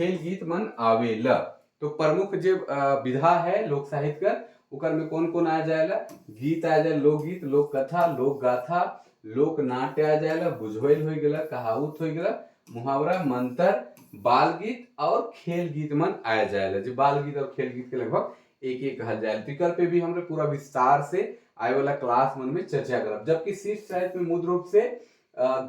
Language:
Sadri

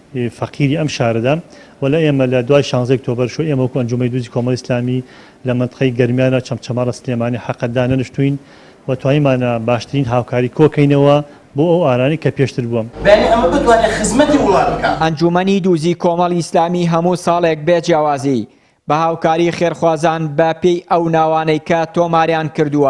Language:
Central Kurdish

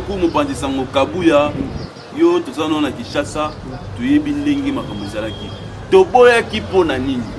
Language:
Lingala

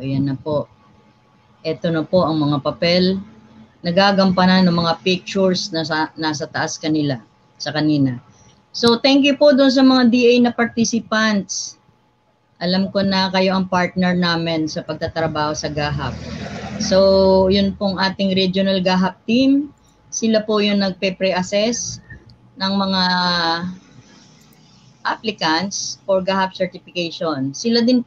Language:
Filipino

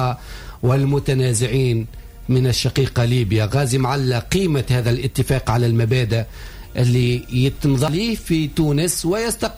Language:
Tunisian Arabic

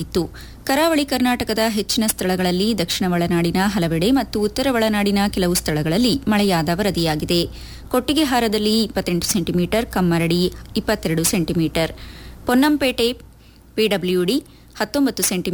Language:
Kannada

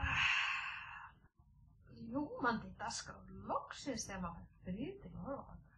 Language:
Icelandic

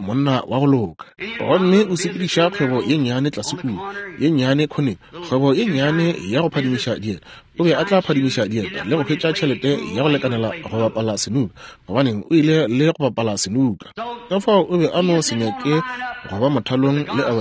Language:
Northern Sotho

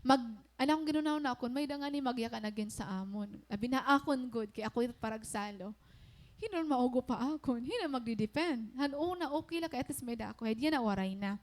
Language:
Waray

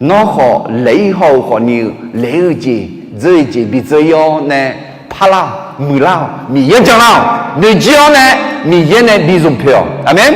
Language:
Akha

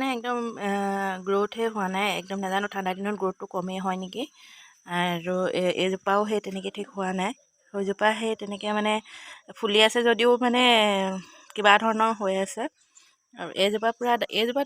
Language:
Assamese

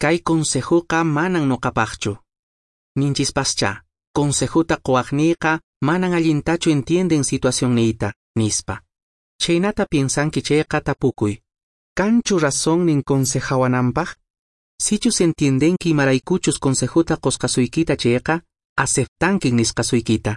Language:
Quechua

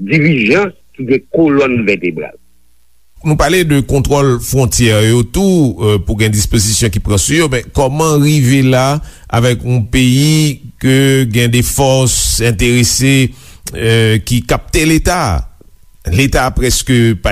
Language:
Haitian Creole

